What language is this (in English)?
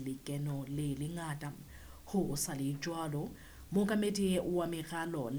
Southern Sotho